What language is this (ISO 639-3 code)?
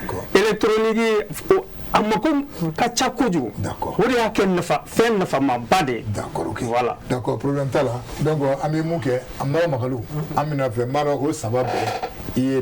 bam